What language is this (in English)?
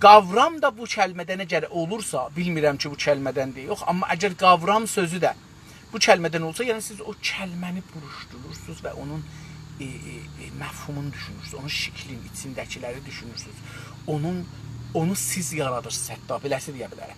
South Azerbaijani